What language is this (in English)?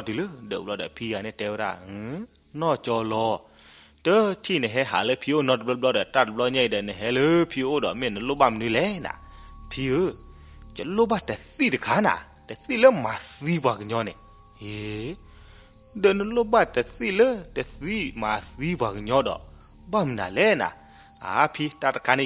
S'gaw Karen